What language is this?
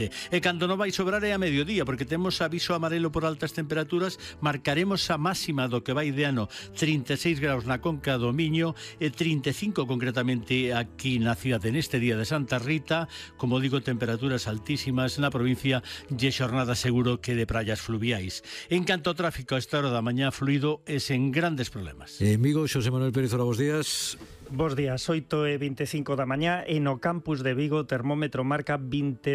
Galician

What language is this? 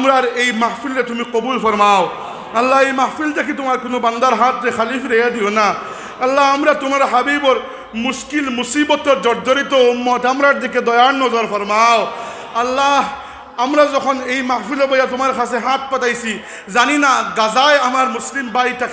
Sylheti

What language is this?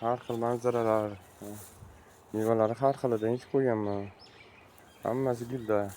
Uzbek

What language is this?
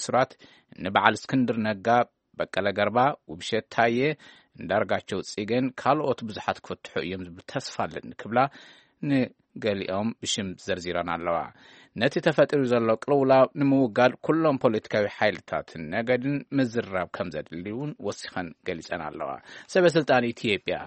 Tigrinya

